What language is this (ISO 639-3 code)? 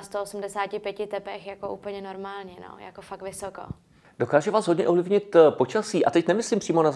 ces